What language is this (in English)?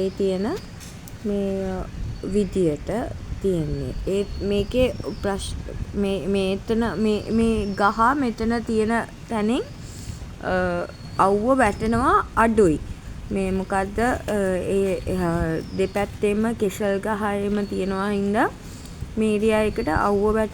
Sinhala